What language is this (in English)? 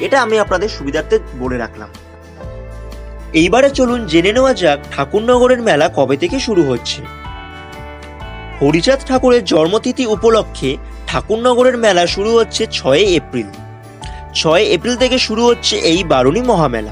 Bangla